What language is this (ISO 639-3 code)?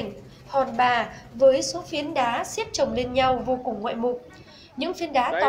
vie